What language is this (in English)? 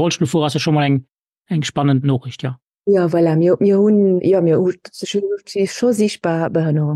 Luxembourgish